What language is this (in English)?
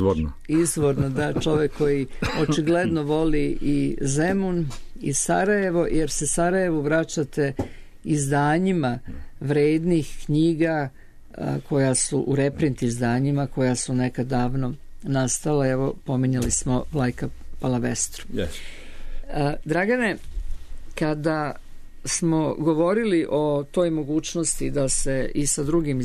Serbian